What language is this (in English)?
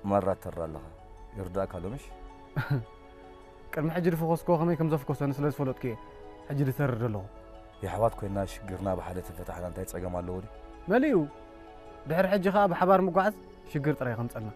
Tigrinya